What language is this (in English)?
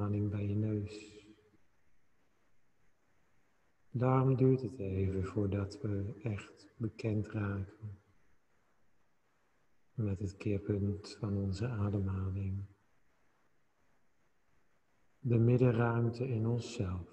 Dutch